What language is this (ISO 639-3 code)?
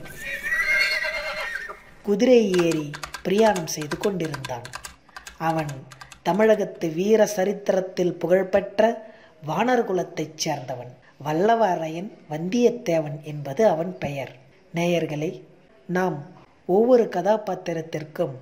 tam